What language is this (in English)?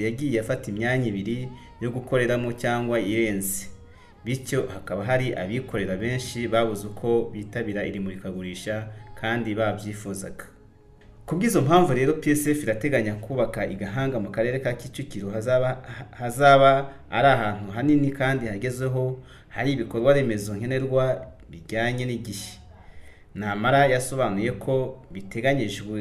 Kinyarwanda